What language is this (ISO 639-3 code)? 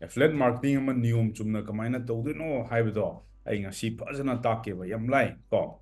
mni